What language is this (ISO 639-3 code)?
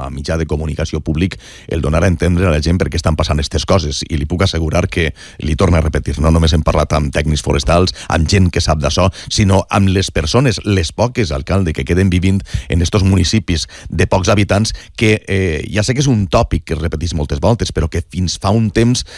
cat